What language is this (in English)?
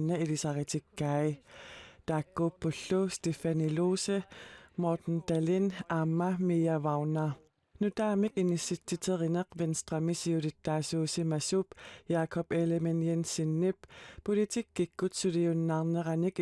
Kalaallisut